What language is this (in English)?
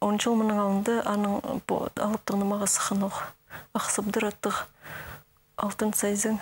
Khakas